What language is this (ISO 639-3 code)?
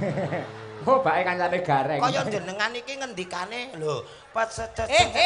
jav